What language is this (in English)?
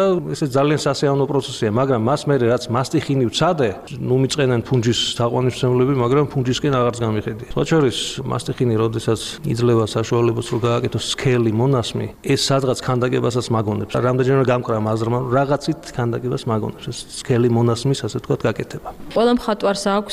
Georgian